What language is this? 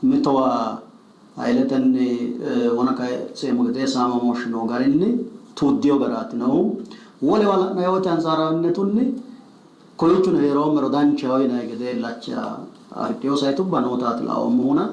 Sidamo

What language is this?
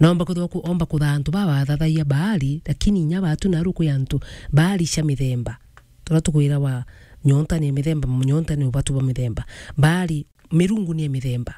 Meru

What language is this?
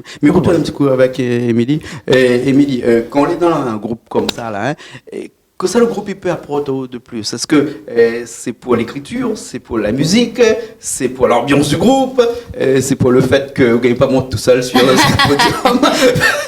Réunion Creole French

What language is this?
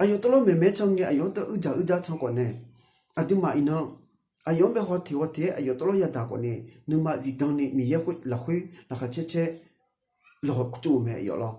Akha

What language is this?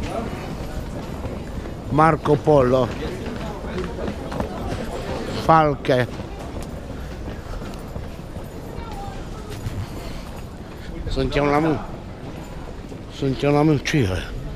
Romanian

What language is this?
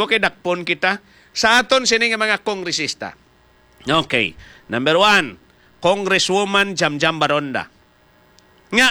Hiligaynon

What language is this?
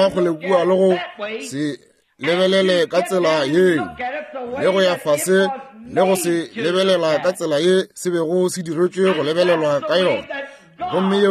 Northern Sotho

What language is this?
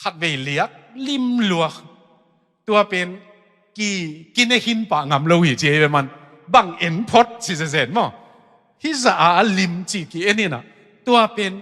Tedim Chin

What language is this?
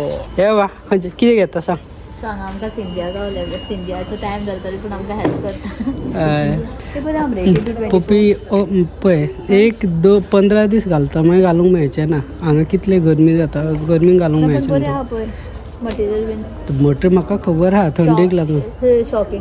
Konkani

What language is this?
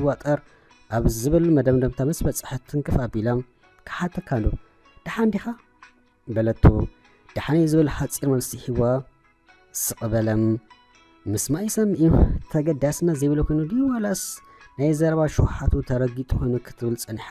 Tigrinya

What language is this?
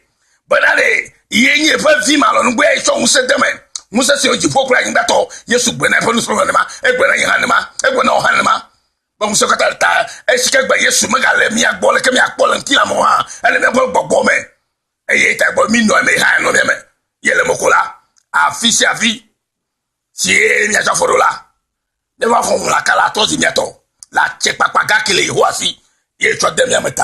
Ewe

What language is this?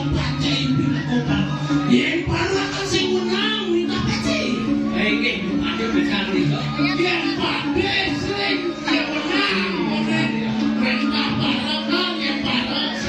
Balinese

